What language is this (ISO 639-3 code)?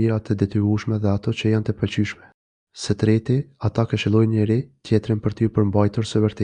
sqi